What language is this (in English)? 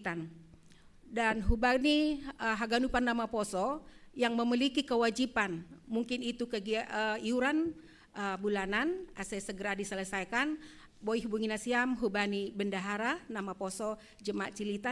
Batak Simalungun